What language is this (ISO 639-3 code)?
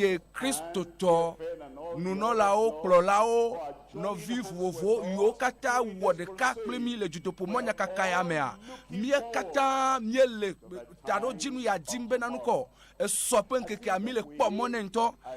ewe